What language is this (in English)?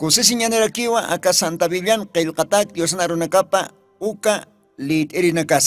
Aymara